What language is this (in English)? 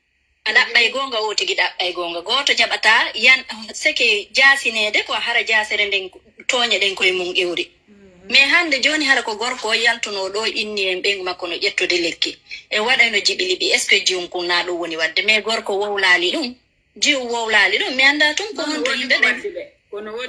Fula